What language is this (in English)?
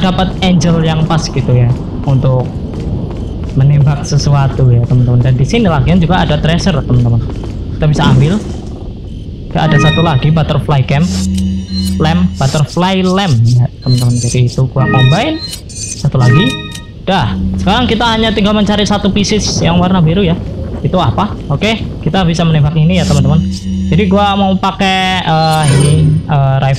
Indonesian